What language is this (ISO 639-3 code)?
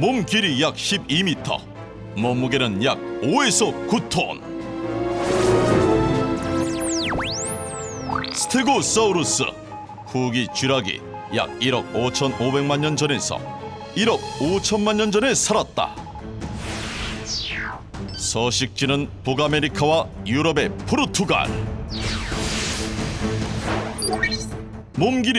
kor